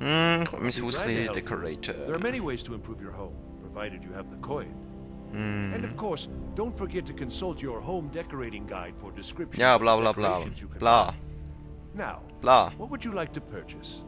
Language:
Swiss German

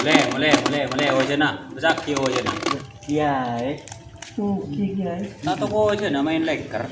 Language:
Madurese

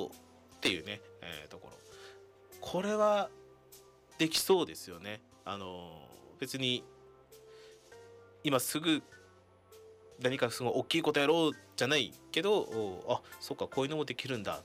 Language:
Japanese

